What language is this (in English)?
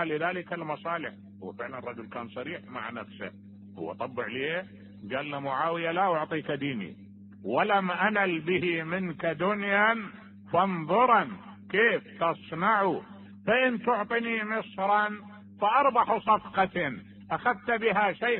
Mesopotamian Arabic